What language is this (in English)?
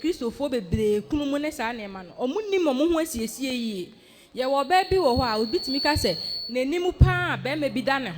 Akan